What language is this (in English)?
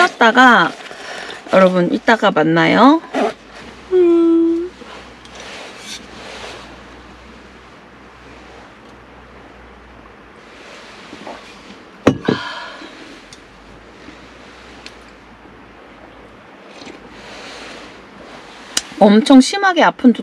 Korean